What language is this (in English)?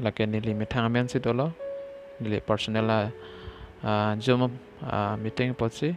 Karbi